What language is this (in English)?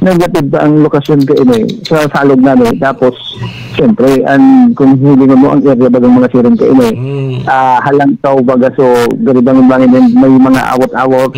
Bikol